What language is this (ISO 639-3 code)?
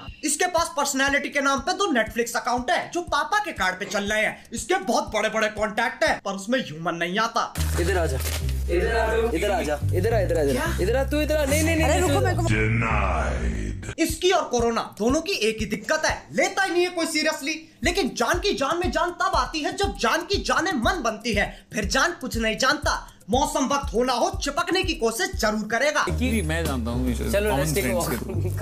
hin